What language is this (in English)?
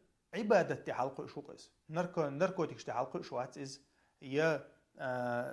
Chechen